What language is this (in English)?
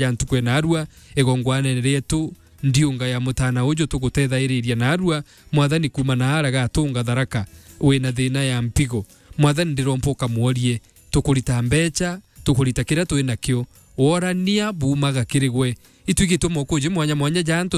Meru